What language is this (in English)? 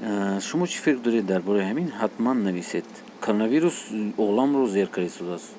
Tajik